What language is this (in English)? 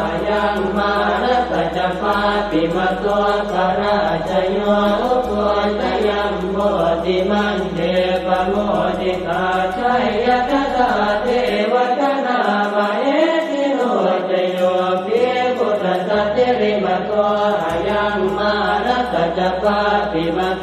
Pali